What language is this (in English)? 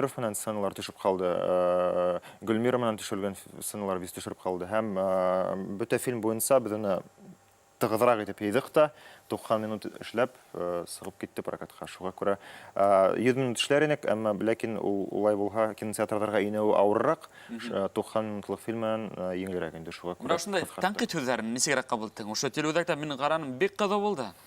Bashkir